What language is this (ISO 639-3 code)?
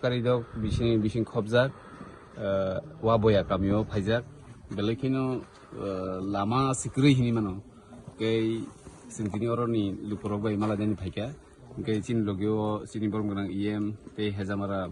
trp